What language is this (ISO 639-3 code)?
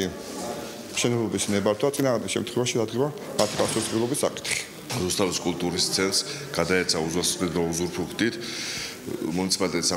kat